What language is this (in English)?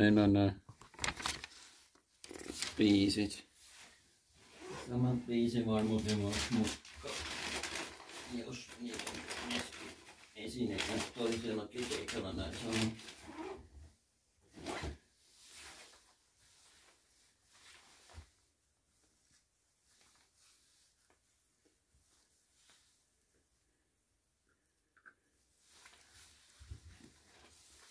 Finnish